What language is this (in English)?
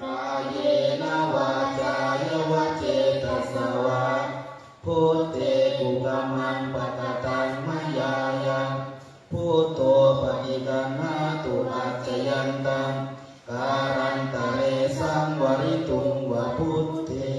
Pali